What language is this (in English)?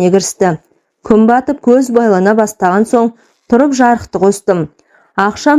Kazakh